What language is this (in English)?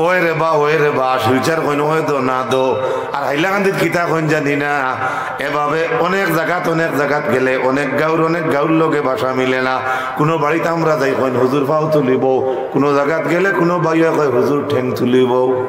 Sylheti